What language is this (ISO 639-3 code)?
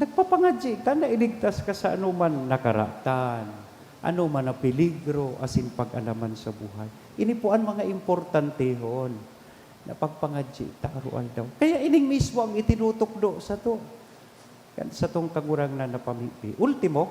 bik